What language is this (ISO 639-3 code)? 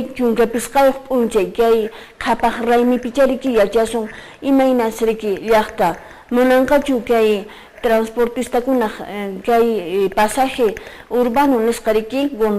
que